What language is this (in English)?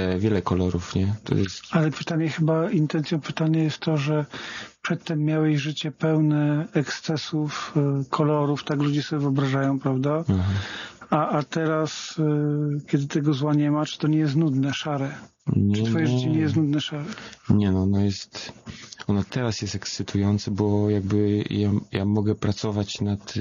Polish